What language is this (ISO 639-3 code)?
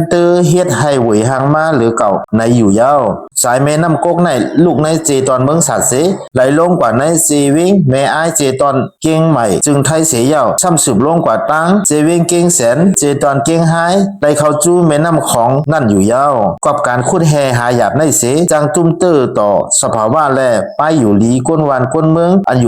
shn